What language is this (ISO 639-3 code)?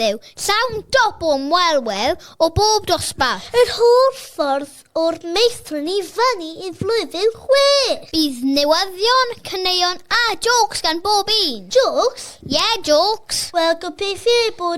cym